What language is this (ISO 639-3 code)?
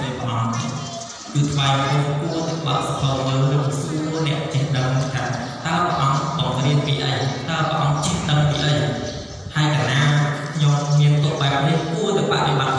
khm